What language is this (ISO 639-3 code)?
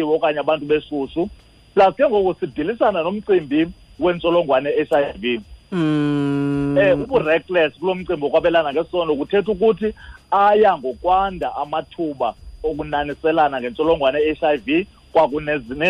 xho